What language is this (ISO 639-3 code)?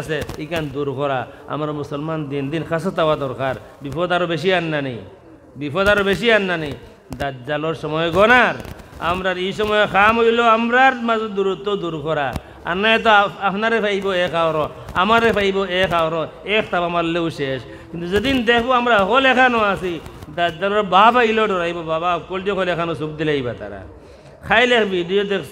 syl